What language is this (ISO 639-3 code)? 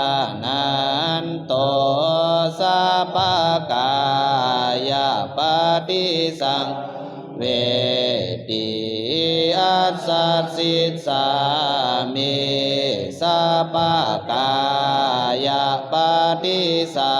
pli